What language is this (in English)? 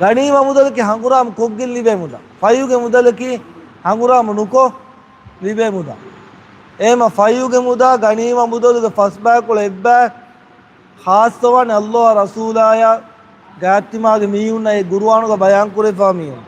Divehi